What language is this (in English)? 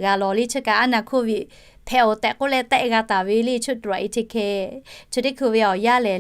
Lahu